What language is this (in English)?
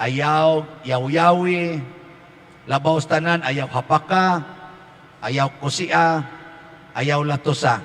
Cebuano